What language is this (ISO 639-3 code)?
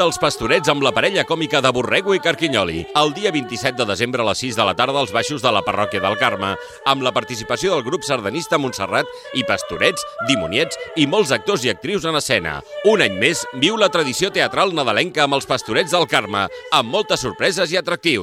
cat